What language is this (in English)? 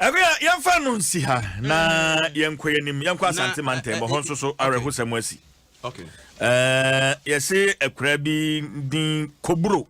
Akan